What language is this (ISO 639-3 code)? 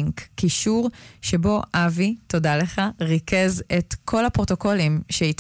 heb